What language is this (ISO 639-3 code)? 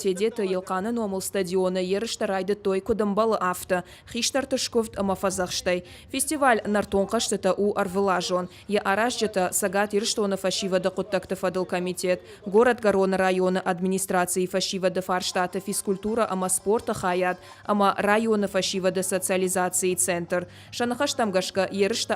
oss